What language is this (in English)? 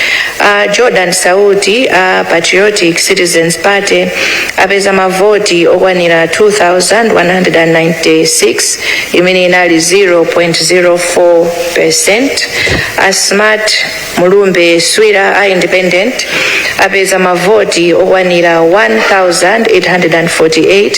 Nyanja